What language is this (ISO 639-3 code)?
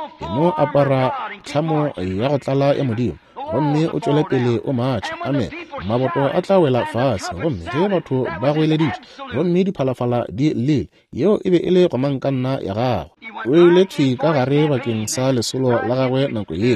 nso